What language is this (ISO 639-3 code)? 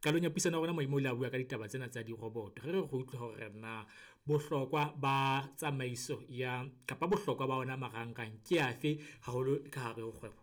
sot